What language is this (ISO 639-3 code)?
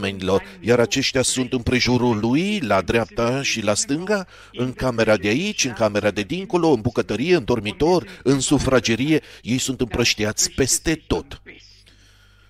ron